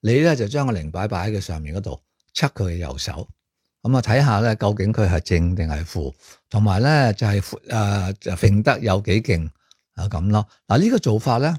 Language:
Cantonese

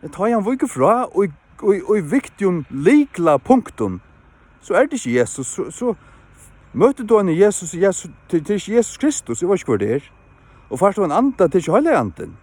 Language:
Faroese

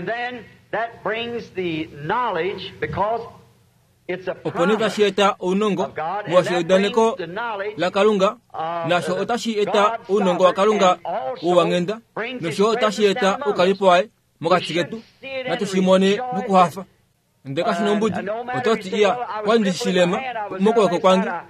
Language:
Kuanyama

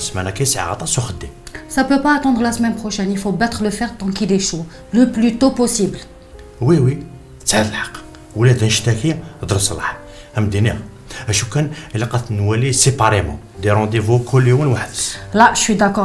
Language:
Kabyle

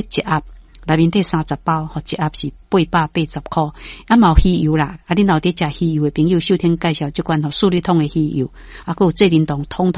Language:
Min Nan Chinese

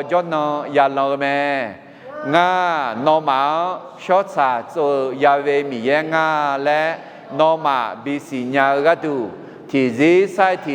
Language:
Akha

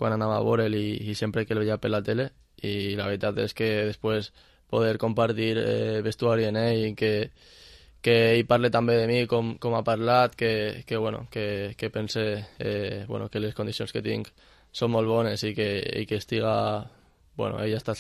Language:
Catalan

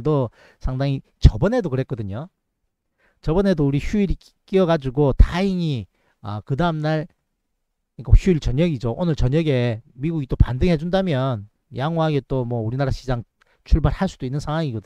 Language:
Korean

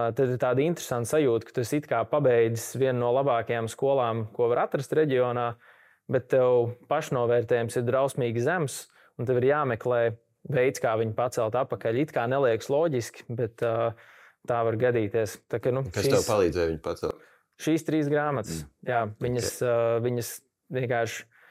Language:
Latvian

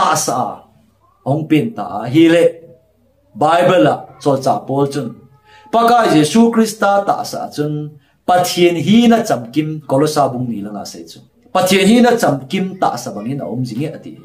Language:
Thado Chin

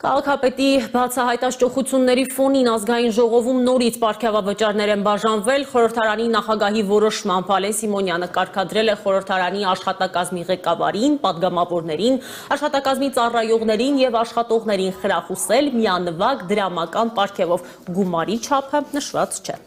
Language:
Armenian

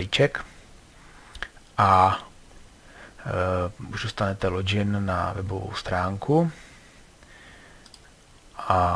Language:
Czech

